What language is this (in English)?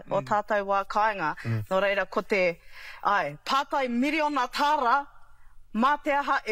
Māori